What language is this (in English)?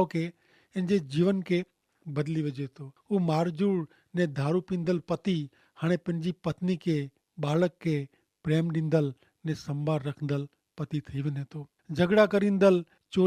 Kachhi